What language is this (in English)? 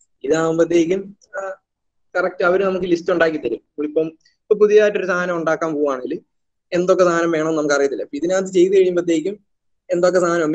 Malayalam